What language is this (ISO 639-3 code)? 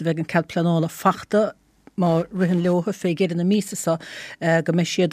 gle